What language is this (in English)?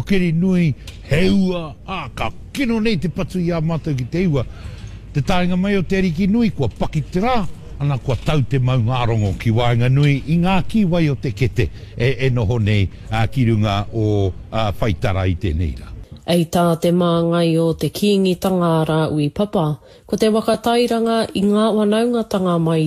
Māori